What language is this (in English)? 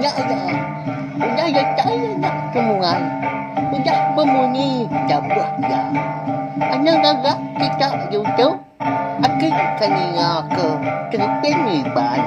Iban